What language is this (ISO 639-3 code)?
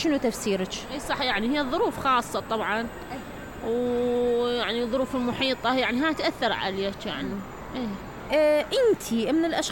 acm